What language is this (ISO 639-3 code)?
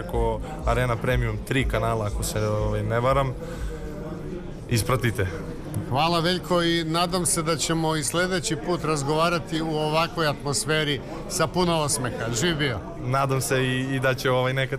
srp